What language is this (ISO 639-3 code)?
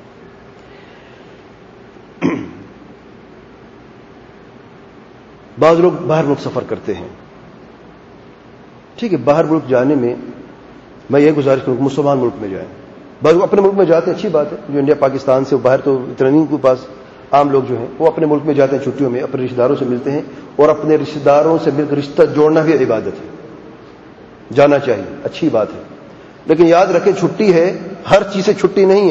urd